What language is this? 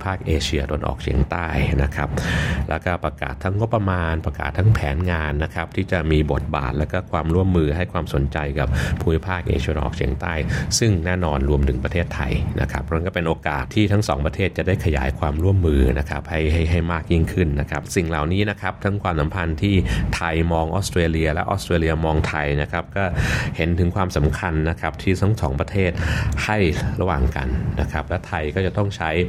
Thai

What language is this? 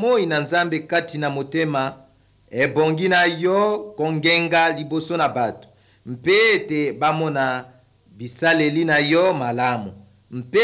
Lingala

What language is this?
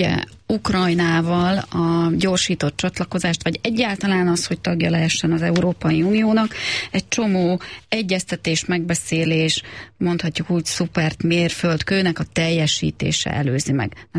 Hungarian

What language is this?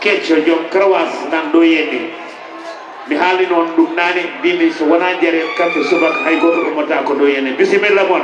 Fula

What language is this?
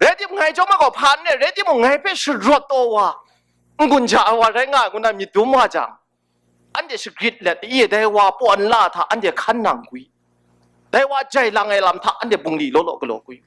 Kachin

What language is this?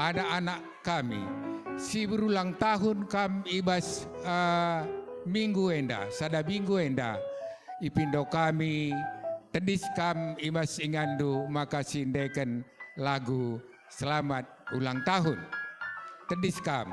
Batak Karo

